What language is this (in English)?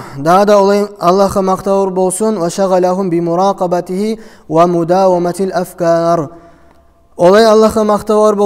Kumyk